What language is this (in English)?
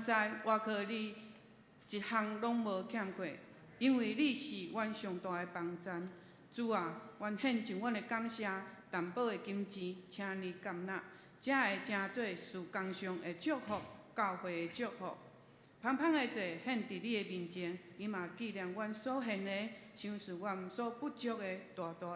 Min Nan Chinese